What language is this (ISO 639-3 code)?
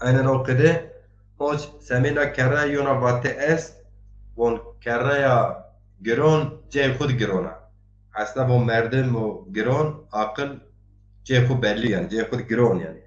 zza